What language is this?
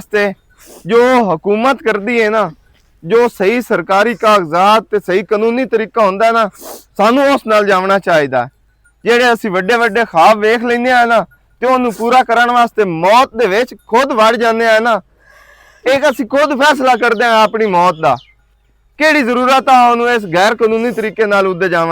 Western Panjabi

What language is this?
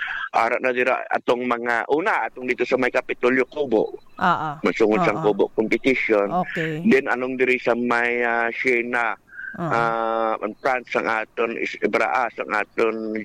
Hiligaynon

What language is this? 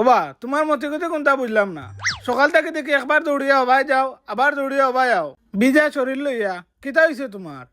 Sylheti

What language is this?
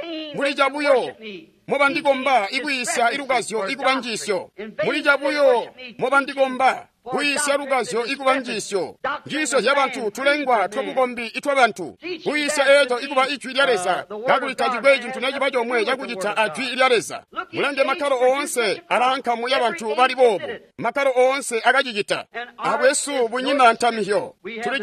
Tonga (Zambia)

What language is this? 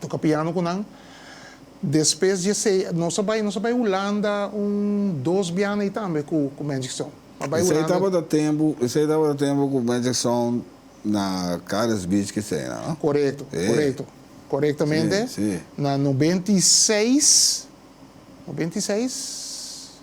Papiamento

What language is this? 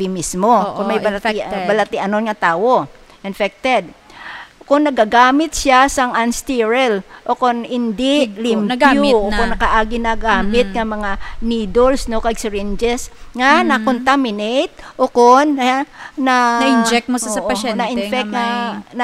Hiligaynon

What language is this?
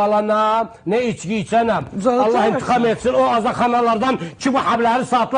South Azerbaijani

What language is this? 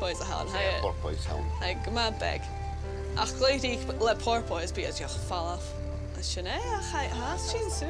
Scottish Gaelic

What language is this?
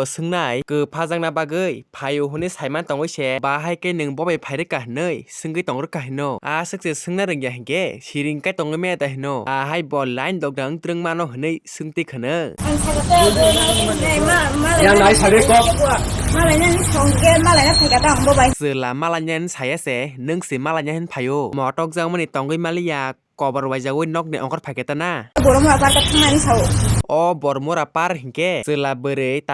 Kok Borok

